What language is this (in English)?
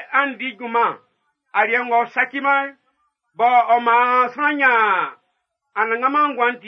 Baoulé